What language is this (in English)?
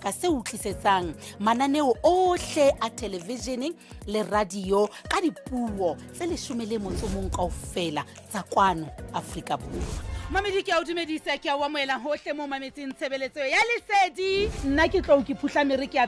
Southern Sotho